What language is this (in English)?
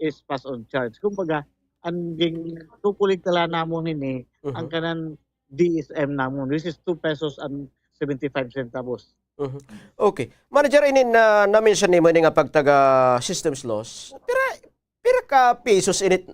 Waray